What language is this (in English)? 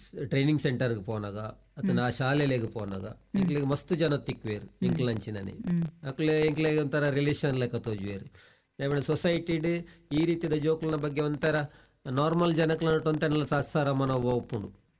Tulu